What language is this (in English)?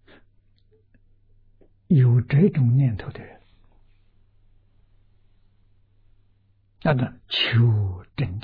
Chinese